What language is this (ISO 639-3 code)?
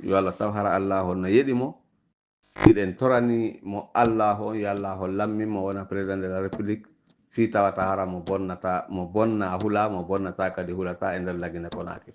ful